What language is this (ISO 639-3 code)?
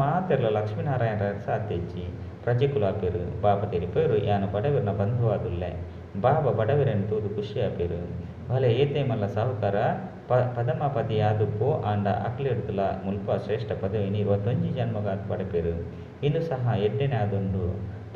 tcy